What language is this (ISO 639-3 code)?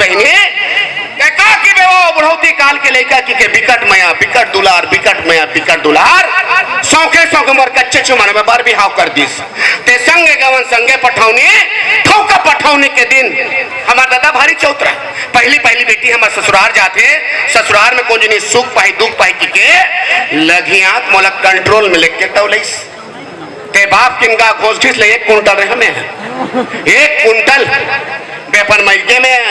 hne